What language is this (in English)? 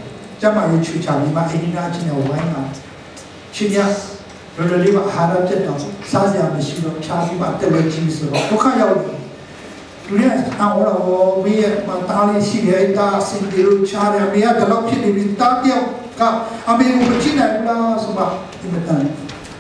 Burmese